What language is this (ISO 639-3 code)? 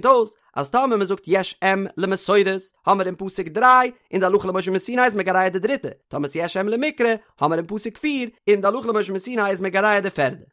yid